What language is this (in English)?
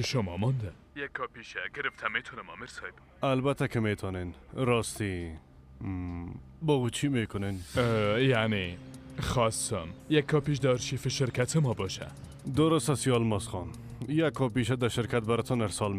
Persian